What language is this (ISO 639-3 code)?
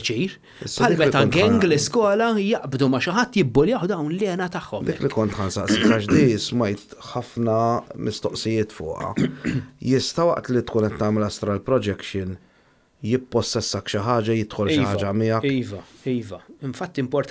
mlt